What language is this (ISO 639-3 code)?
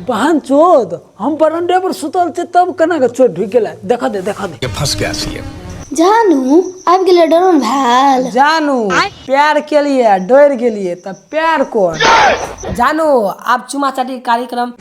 mai